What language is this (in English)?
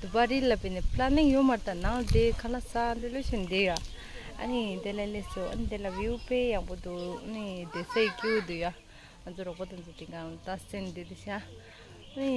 Tibetan